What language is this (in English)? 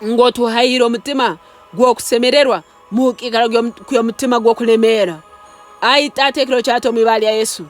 Nyankole